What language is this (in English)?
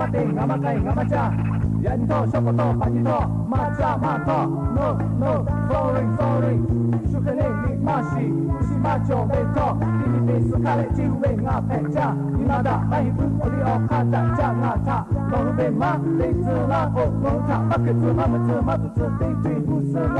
Lahu